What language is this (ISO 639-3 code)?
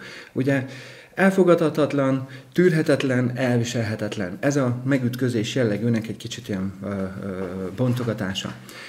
hun